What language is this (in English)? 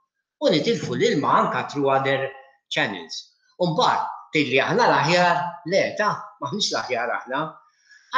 Maltese